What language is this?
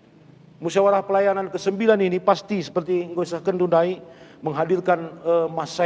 Batak Karo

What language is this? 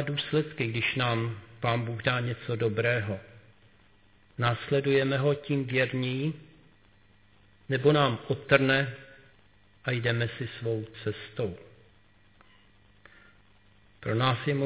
Czech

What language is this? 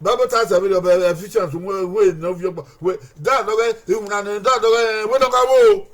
Bini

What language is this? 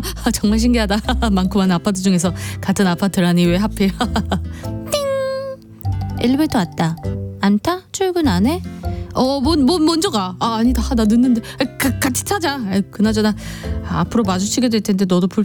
Korean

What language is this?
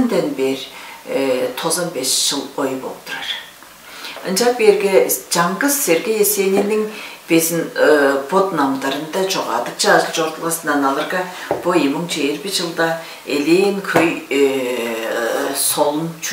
Tuvinian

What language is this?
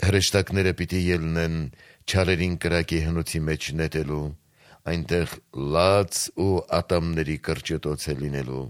Armenian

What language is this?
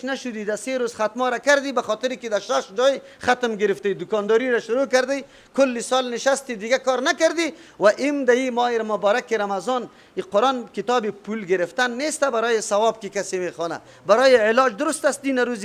Persian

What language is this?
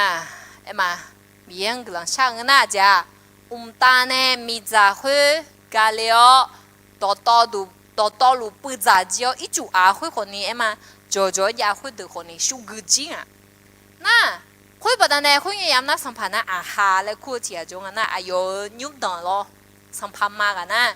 Akha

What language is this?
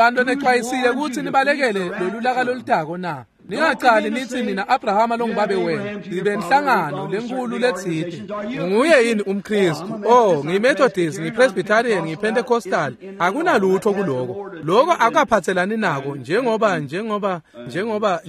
Swati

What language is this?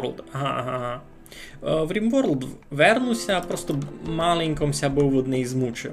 Rusyn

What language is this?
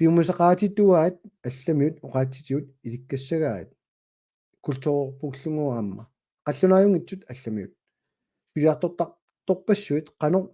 Kalaallisut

